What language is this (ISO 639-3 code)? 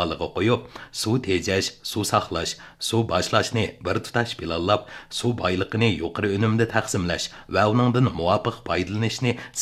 uig